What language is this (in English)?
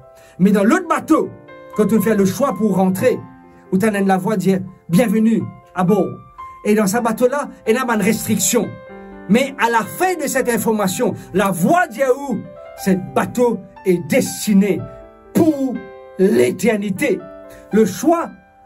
Morisyen